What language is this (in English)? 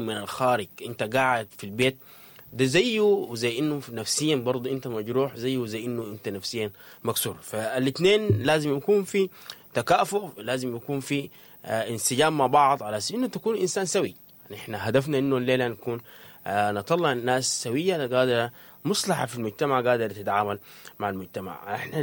Sudanese Arabic